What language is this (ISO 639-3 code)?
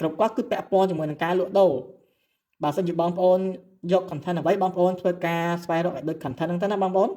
khm